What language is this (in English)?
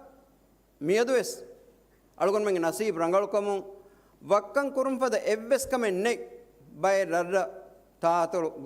Divehi